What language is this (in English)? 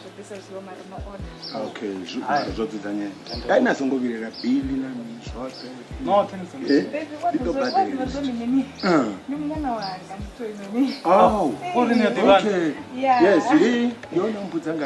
Venda